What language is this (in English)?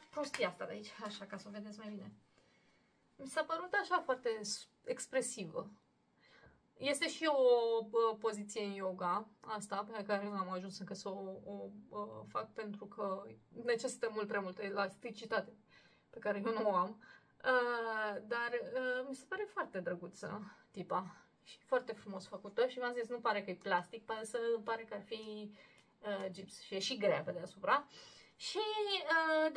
Romanian